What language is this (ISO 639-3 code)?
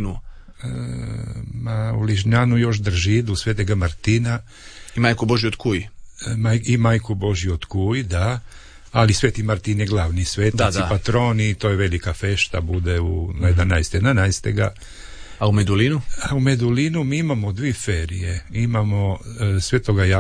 hrv